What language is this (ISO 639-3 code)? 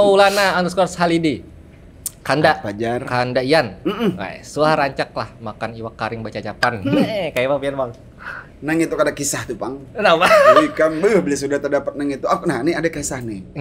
bjn